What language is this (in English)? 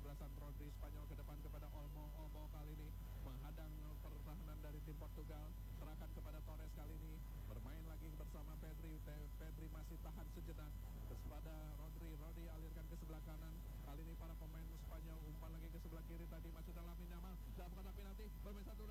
Indonesian